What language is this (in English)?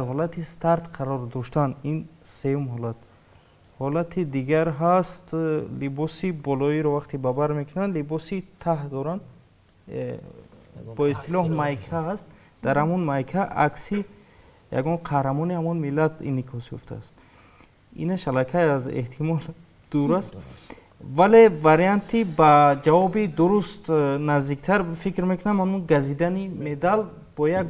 Tajik